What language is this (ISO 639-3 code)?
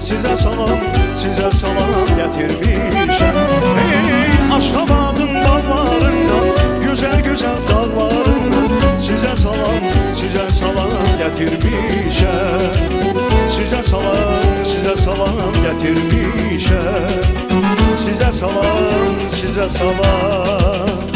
tuk